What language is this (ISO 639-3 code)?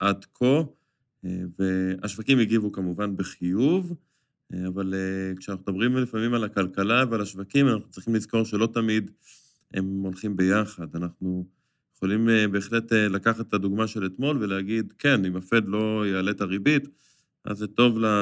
heb